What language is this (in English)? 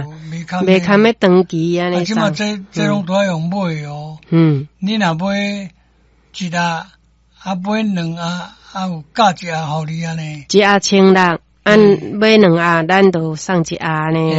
Min Nan Chinese